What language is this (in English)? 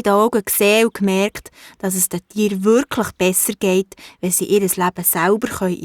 Swiss German